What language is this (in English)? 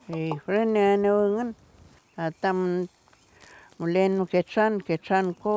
Mapuche